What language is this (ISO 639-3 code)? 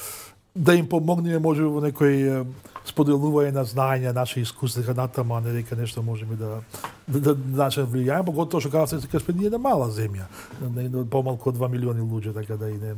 mkd